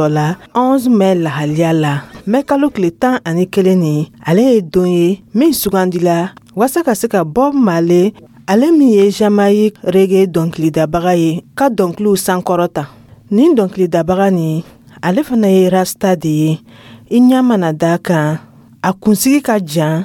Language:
Dyula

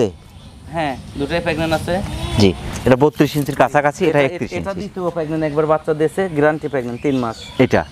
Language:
Bangla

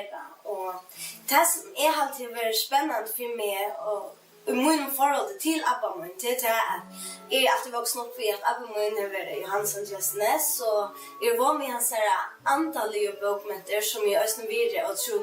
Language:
Faroese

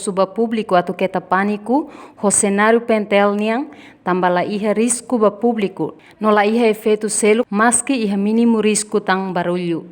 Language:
Tetum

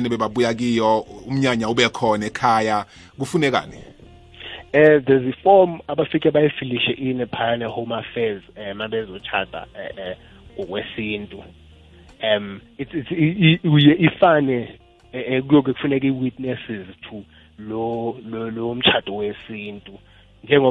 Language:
South Ndebele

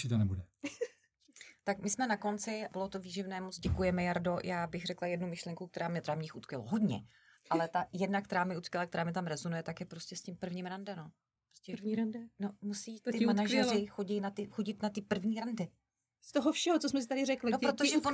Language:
Czech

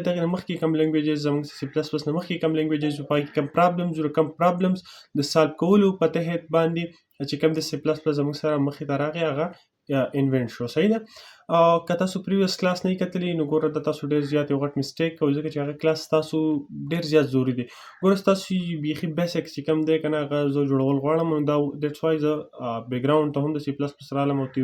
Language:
Pashto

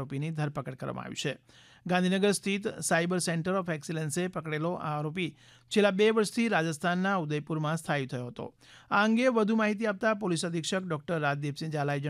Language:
Gujarati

